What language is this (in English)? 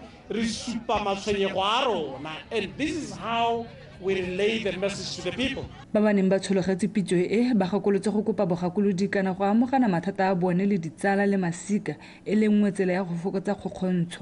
Tswana